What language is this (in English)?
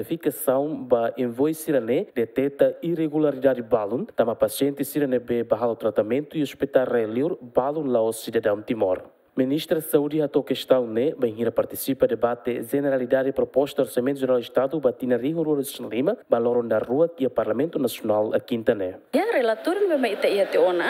Tetum